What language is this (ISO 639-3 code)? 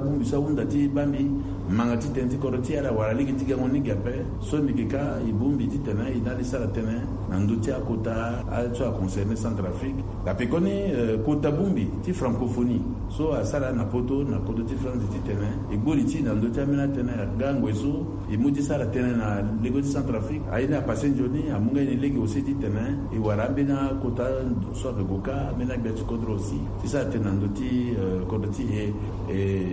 sag